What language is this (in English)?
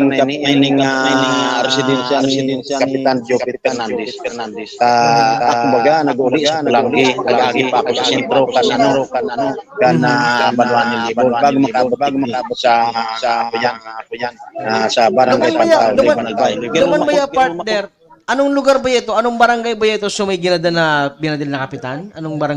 Bikol